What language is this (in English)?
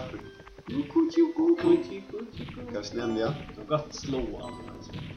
Faroese